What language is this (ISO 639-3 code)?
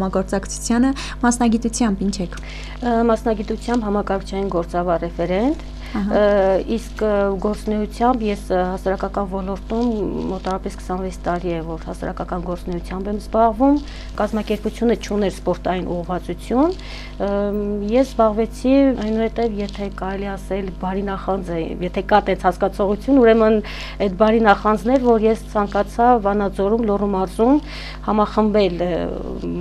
hye